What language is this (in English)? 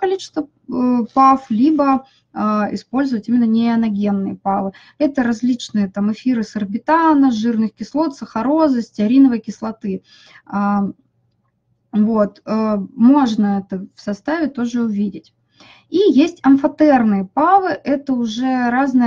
Russian